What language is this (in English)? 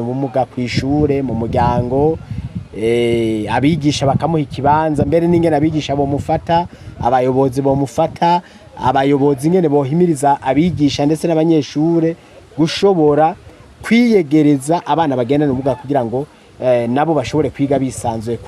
Rundi